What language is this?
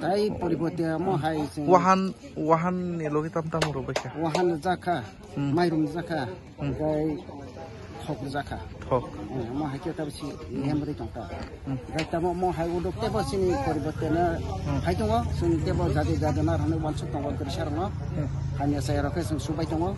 Kok Borok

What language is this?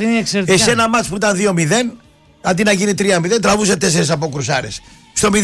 Greek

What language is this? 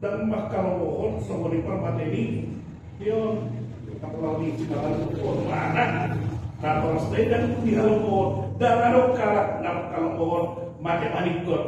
Batak Toba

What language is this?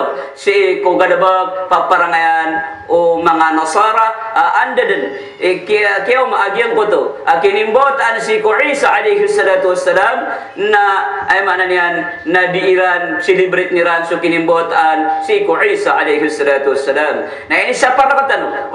Maranao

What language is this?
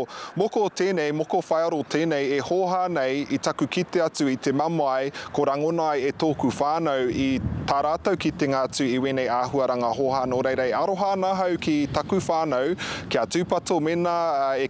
Māori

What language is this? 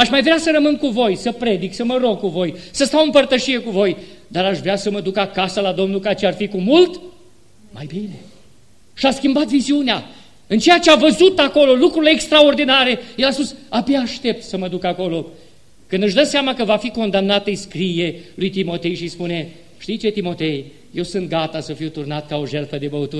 Romanian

